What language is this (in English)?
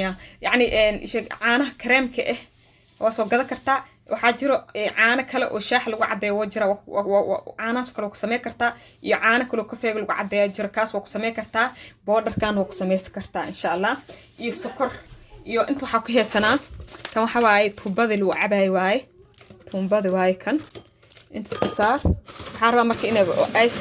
Somali